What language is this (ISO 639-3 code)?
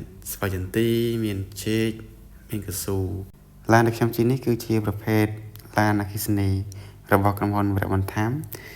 khm